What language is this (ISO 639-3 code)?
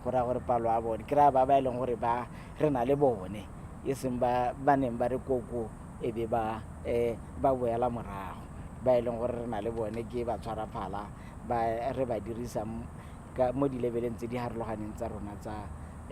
tsn